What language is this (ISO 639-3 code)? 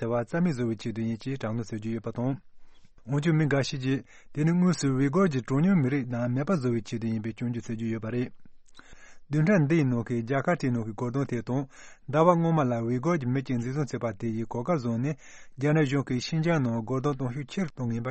bod